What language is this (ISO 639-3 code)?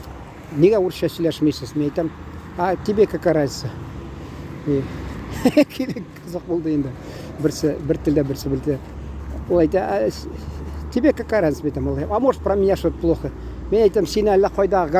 tat